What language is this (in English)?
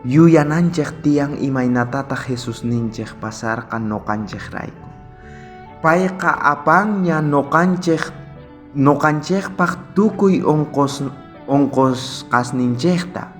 South Bolivian Quechua